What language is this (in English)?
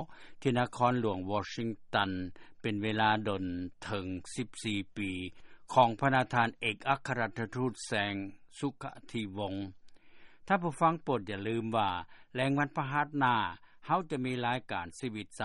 Lao